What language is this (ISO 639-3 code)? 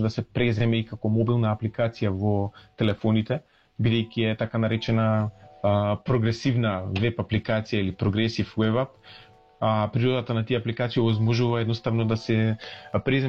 mkd